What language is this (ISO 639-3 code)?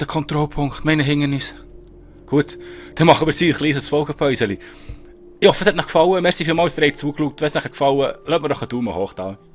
gsw